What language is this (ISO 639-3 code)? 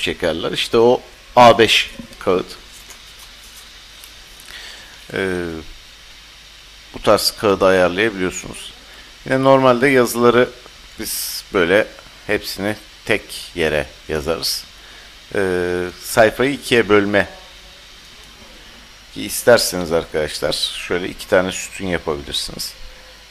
tur